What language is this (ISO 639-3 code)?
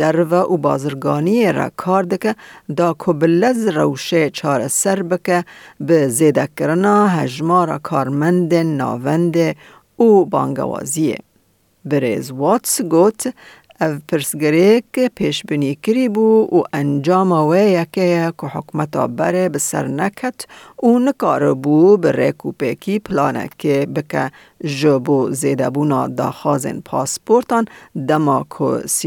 kur